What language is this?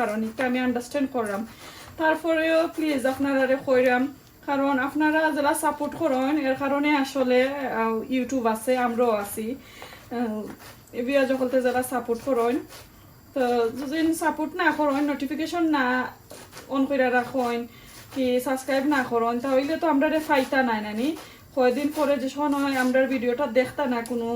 Sylheti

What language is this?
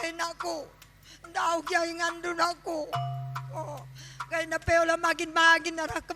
Batak Karo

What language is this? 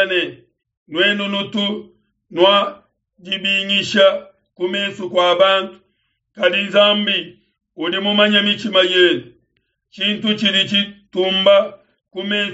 Luba-Lulua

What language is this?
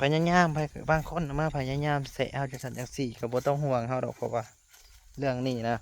Lao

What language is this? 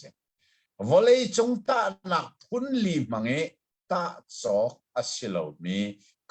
Hakha Chin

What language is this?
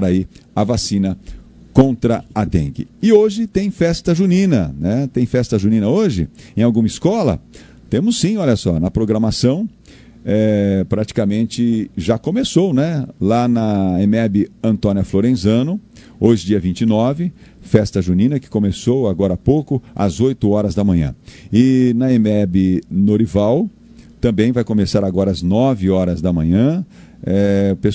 Portuguese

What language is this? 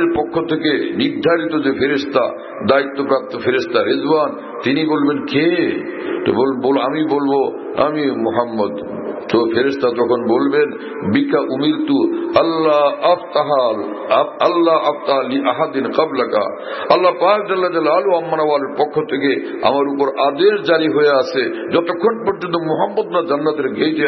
Bangla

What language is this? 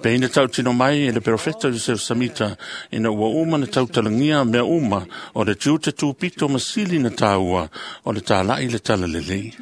Samoan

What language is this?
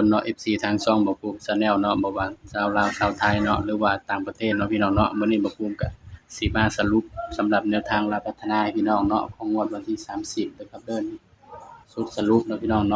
Northeastern Thai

